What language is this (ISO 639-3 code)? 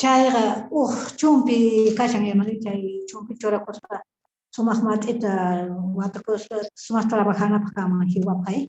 quh